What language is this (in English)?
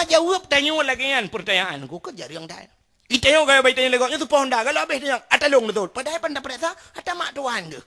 Achinese